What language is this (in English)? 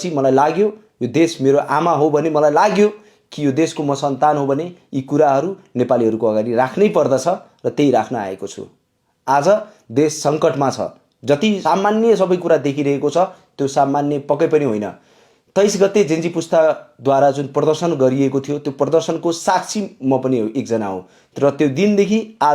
Nepali